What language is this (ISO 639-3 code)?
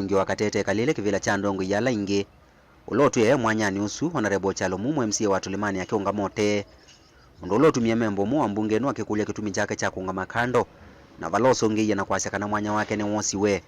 kam